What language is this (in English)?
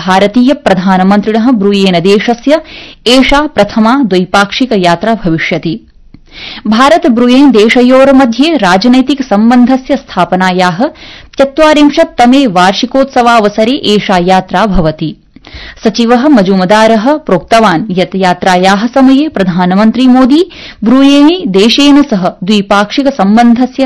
Sanskrit